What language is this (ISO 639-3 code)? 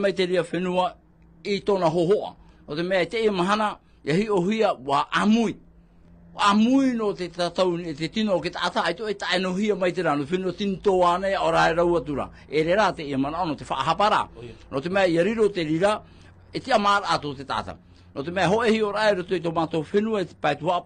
tah